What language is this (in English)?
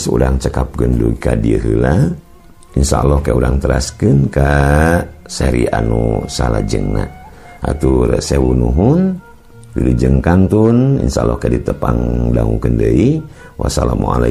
Sundanese